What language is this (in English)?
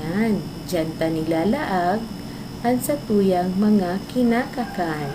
Bikol